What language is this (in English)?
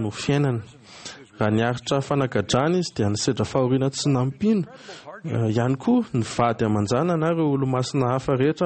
Malagasy